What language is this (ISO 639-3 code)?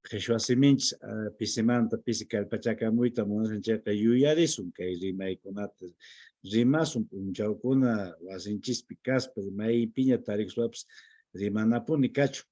que